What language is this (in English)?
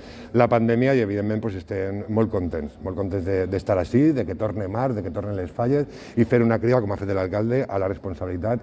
Catalan